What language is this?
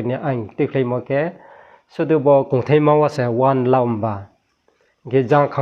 Riang (India)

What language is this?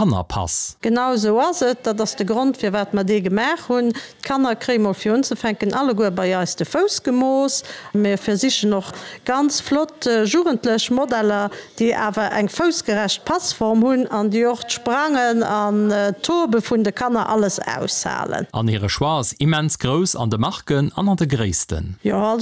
Luxembourgish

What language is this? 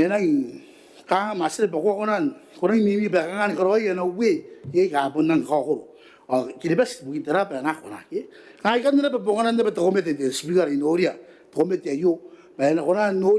Gilbertese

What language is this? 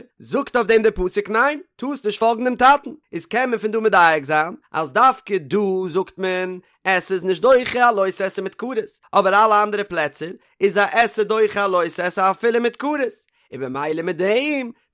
Yiddish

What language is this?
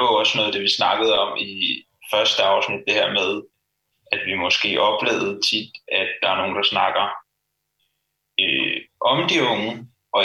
Danish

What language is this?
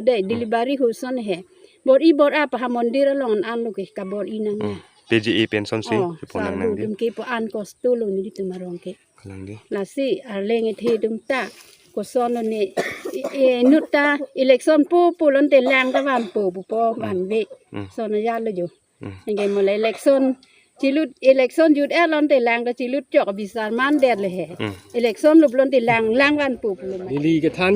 Karbi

